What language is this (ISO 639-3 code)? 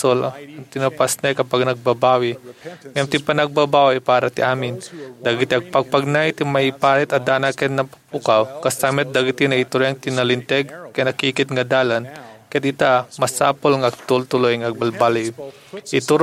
ilo